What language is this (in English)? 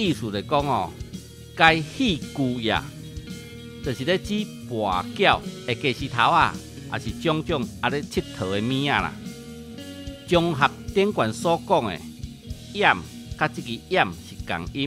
Min Nan Chinese